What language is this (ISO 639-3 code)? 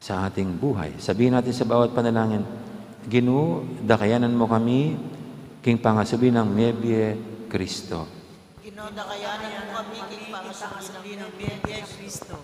pam